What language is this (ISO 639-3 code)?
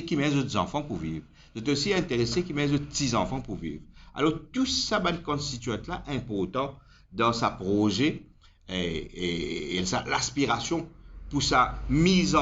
mfe